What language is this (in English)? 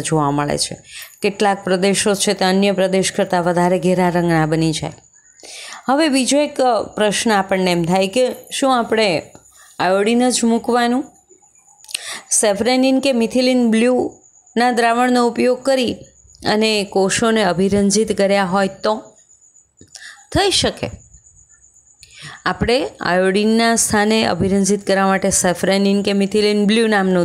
Gujarati